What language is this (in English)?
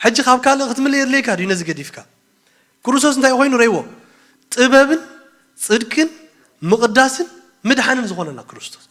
Tigrinya